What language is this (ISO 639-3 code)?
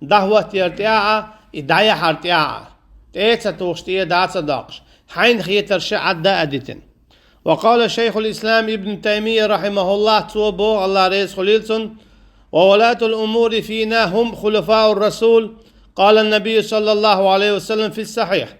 che